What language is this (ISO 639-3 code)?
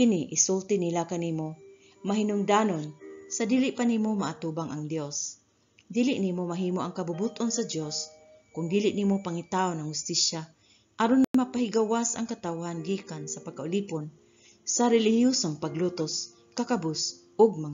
ceb